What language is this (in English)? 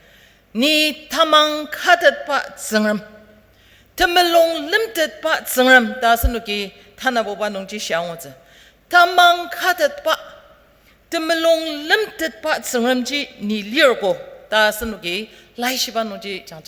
Ao Naga